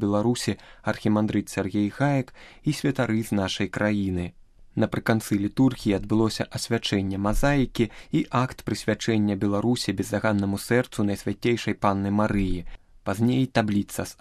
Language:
Belarusian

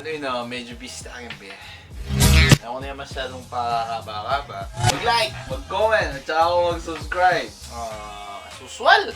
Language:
Pampanga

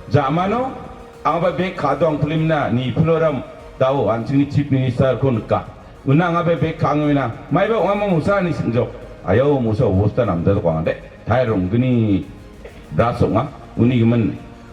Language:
Garo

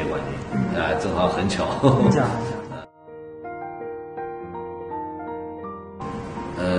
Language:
Chinese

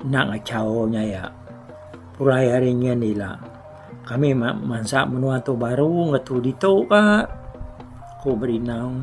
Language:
Iban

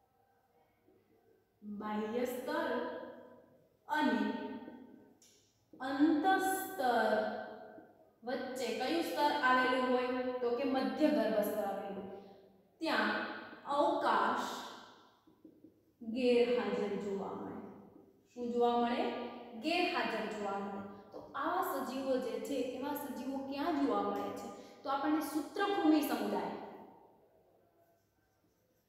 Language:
Gujarati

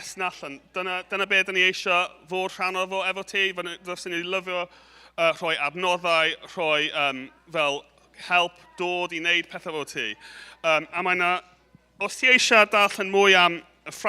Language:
Welsh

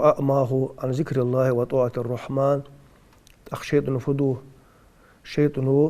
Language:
Ingush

